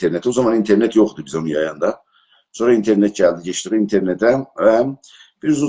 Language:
South Azerbaijani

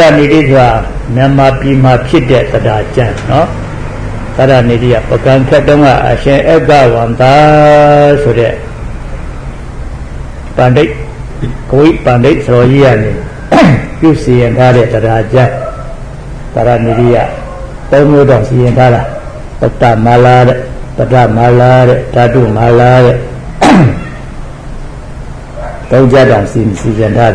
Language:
Burmese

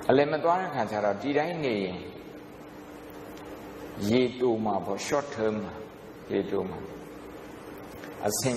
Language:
Burmese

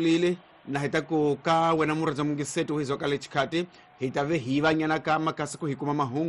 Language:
Tsonga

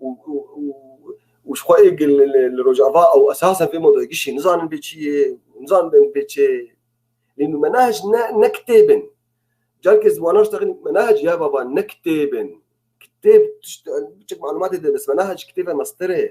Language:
North Levantine Arabic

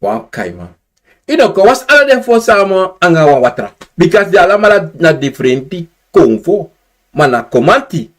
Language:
Sranan Tongo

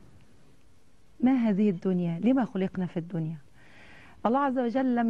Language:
Arabic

